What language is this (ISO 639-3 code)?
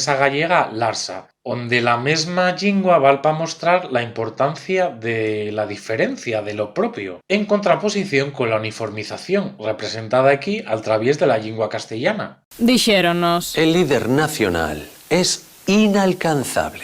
ast